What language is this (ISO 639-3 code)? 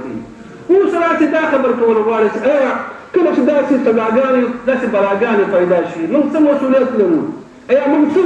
pus